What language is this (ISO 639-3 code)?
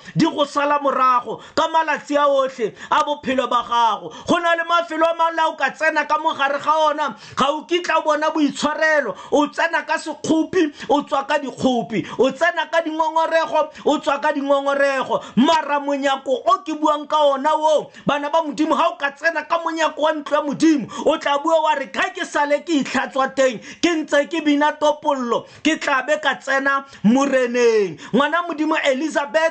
tsn